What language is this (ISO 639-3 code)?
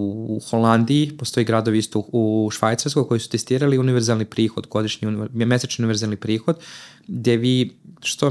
srp